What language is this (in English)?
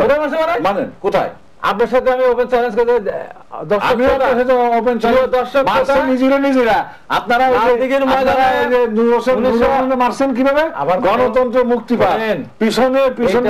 Bangla